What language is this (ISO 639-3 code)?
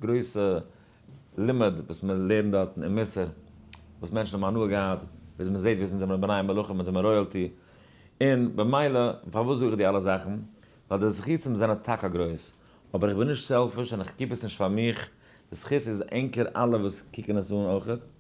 yid